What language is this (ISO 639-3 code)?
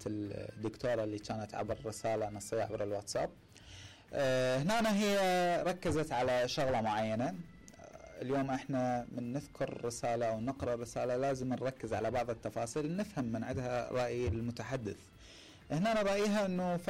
acm